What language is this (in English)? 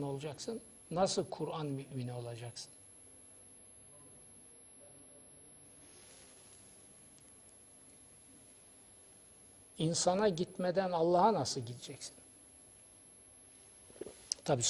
Turkish